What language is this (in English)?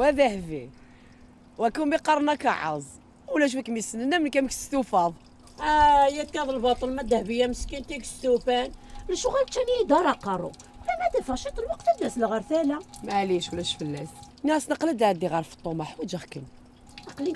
Kabyle